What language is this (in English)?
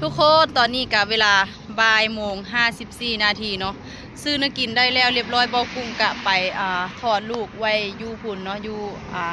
Lao